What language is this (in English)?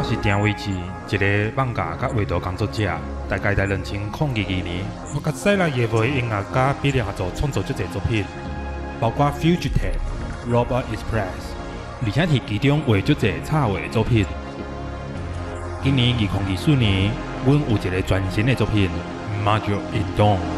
Min Nan Chinese